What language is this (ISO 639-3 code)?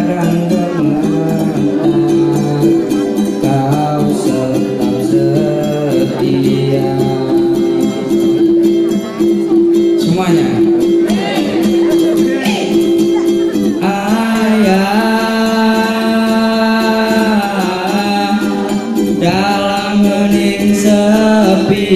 ind